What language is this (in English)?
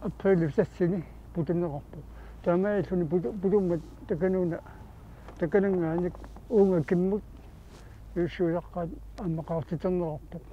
Kalaallisut